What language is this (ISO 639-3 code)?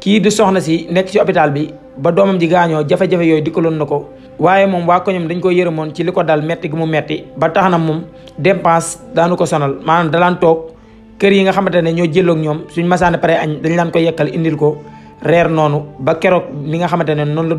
wol